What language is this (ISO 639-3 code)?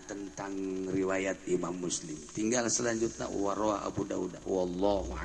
sun